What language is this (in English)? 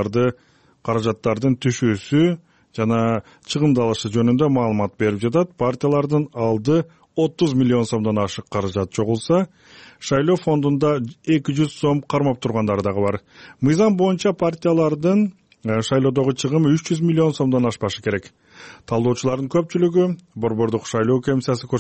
Kyrgyz